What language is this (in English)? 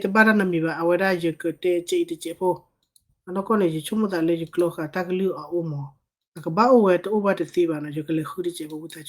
S'gaw Karen